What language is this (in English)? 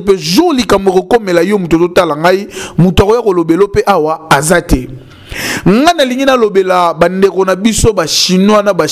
Lingala